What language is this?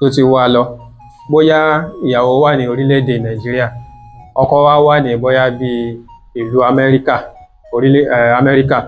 Yoruba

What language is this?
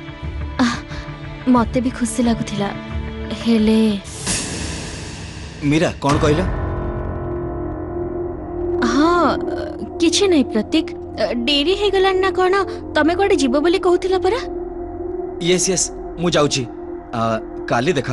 Odia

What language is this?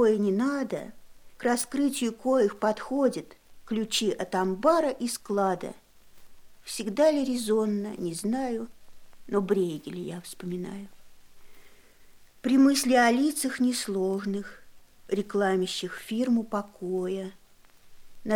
Russian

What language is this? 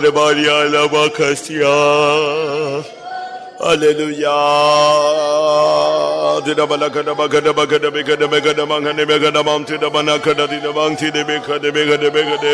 Tamil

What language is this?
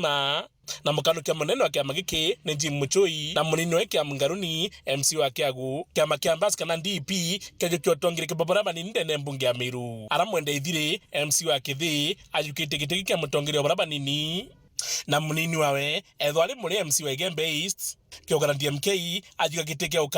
Meru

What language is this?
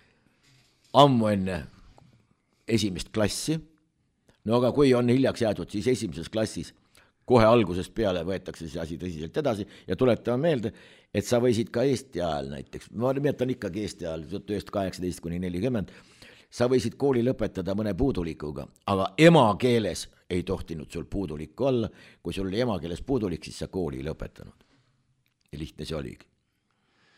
Estonian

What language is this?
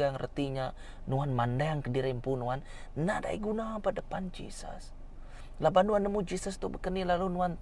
Iban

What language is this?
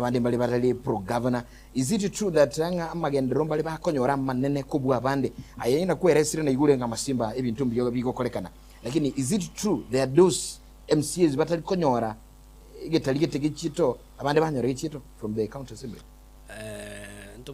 Gusii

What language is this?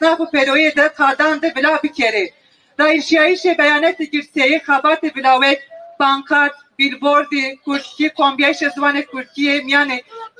Kurdish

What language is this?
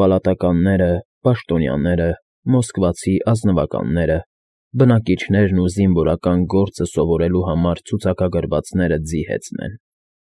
Armenian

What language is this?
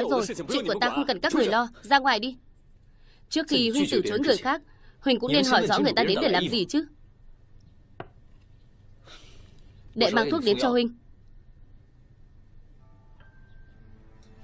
Vietnamese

